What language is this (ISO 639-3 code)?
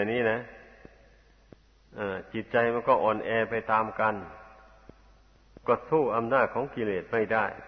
tha